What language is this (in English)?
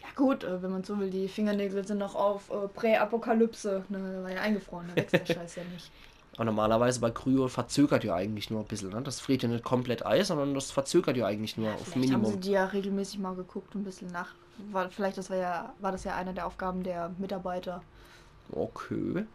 Palatine German